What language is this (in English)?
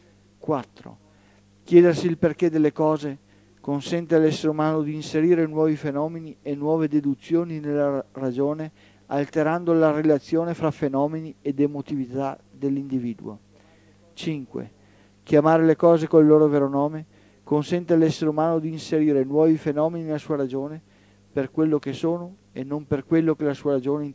Italian